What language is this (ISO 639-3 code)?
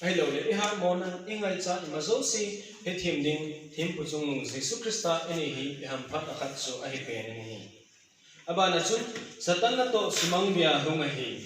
tcz